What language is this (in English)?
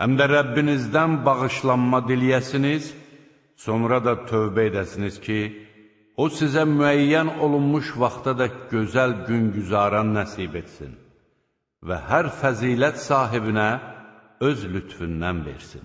Azerbaijani